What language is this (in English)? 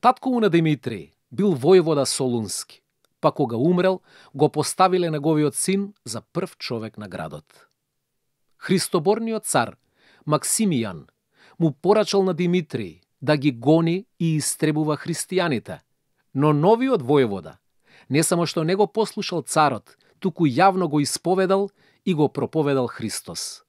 Macedonian